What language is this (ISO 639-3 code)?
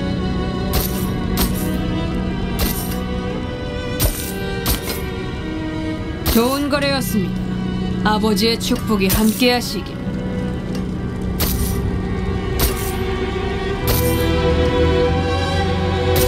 kor